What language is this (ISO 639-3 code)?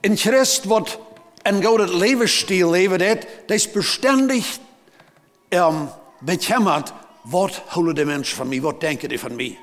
pdt